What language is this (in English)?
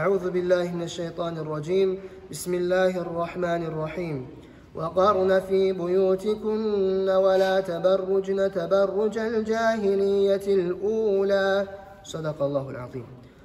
Kumyk